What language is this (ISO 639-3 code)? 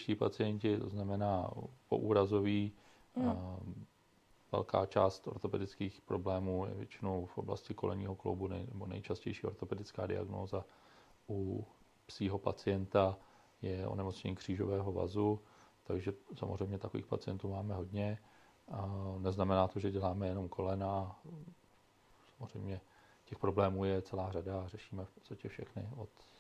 ces